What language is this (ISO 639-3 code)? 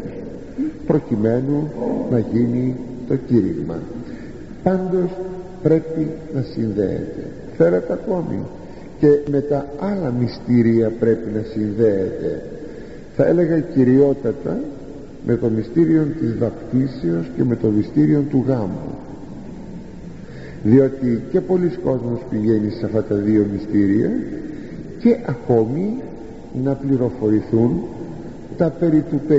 ell